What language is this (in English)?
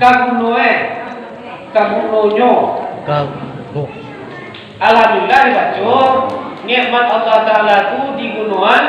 Minangkabau